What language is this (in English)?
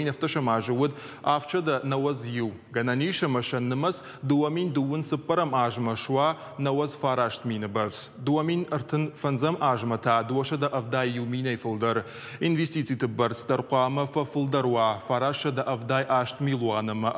Ossetic